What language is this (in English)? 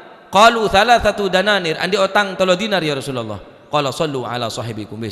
Madurese